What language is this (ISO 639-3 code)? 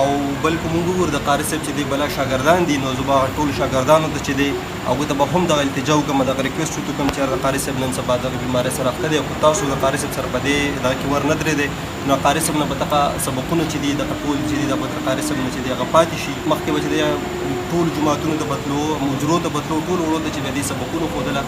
pus